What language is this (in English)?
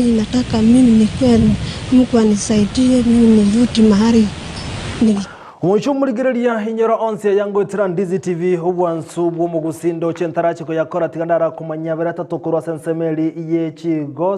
Gusii